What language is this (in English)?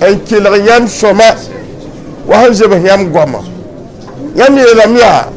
Mossi